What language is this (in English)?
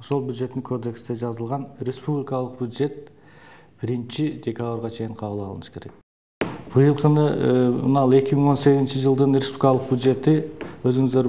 Kyrgyz